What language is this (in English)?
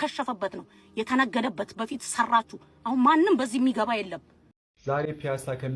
Amharic